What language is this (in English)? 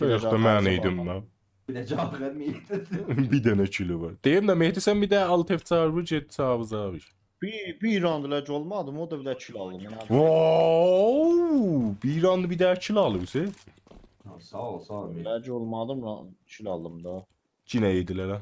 South Azerbaijani